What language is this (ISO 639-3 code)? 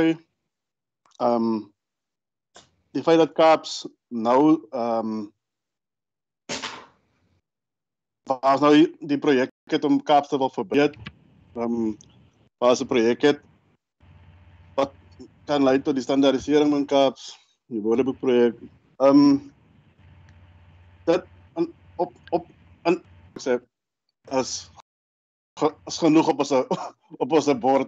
afr